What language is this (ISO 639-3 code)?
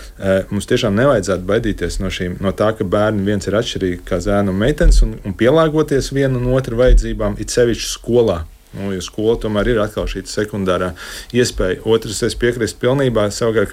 lav